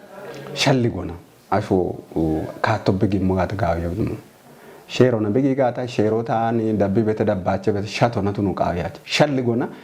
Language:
Kafa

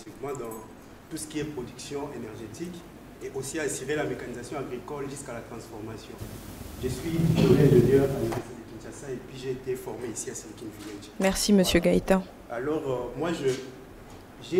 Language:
French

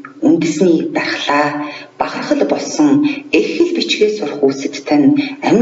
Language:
Mongolian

